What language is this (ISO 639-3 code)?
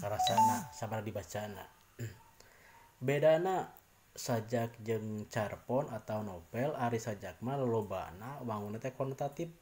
sun